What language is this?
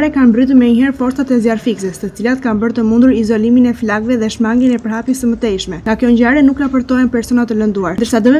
Albanian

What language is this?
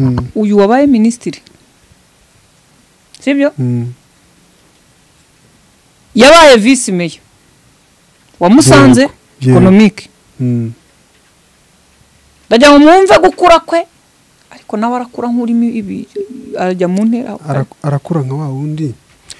Kinyarwanda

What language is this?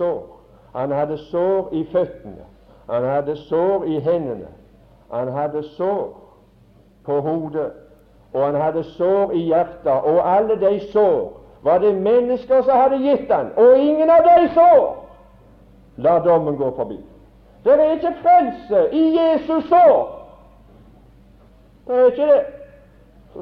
Norwegian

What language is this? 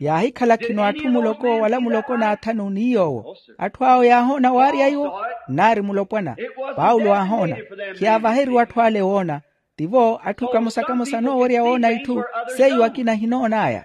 Makhuwa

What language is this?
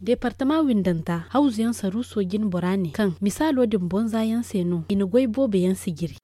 Zarma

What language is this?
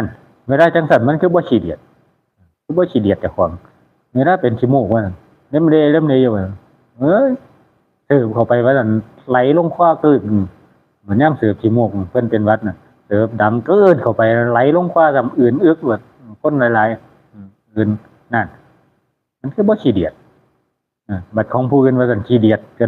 Northeastern Thai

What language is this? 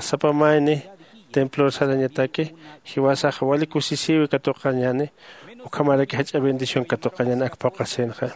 Aymara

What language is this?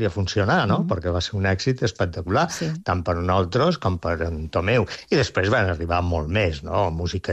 Catalan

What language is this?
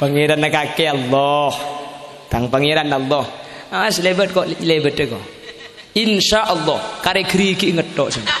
Madurese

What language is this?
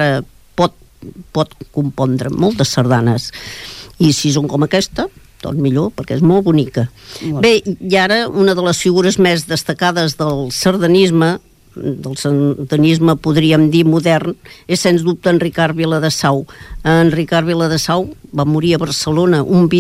Catalan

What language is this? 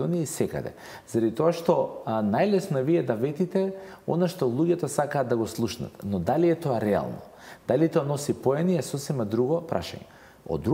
Macedonian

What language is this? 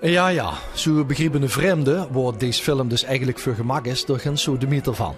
Limburgish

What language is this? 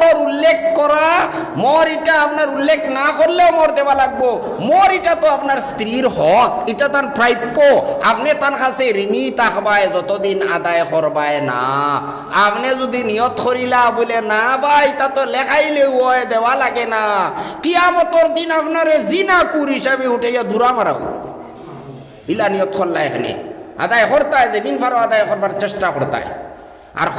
Sylheti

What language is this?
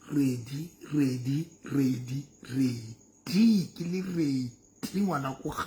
Southern Sotho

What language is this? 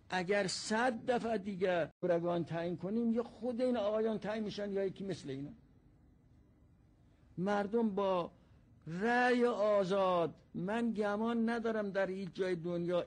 Persian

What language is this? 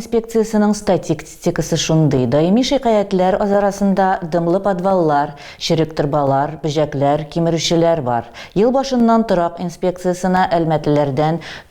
Tatar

